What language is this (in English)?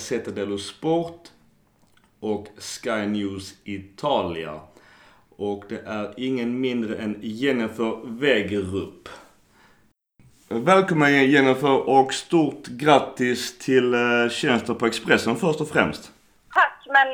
Swedish